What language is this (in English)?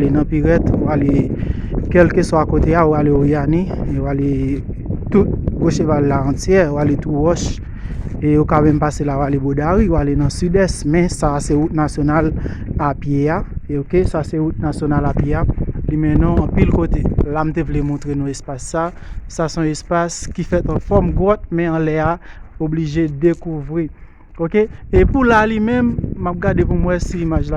Haitian Creole